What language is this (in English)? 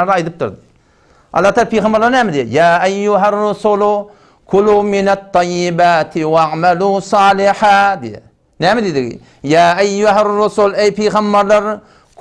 Turkmen